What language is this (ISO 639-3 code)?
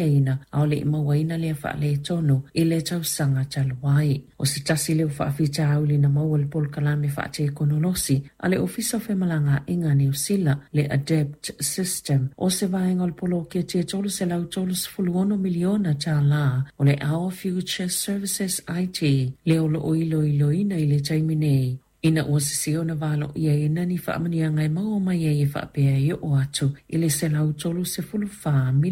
smo